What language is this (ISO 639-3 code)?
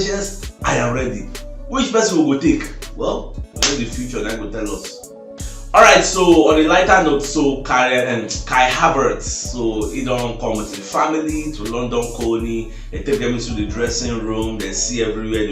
pcm